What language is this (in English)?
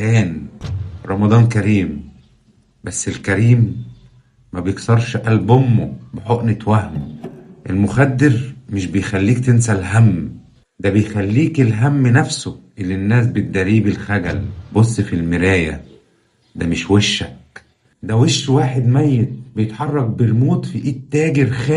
Egyptian Arabic